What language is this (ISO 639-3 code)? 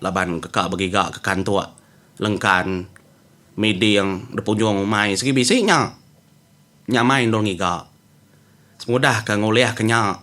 iba